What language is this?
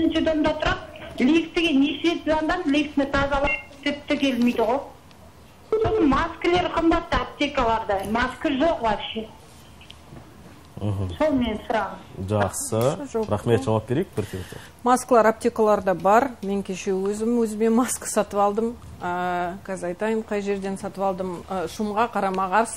Kazakh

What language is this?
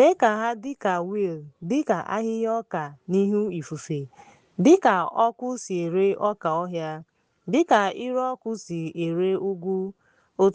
Igbo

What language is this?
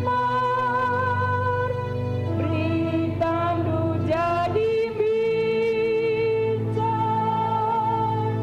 Batak Karo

